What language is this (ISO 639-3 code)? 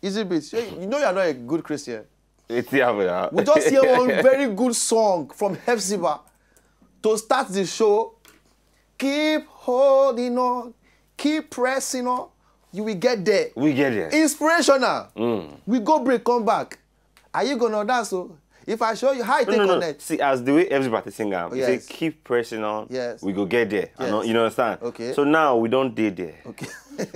pcm